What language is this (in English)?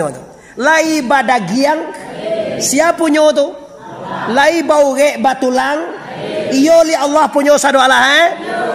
Minangkabau